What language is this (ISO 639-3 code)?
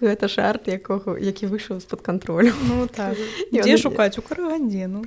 bel